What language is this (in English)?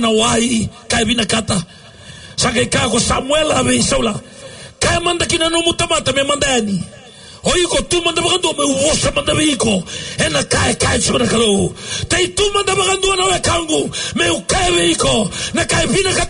Fijian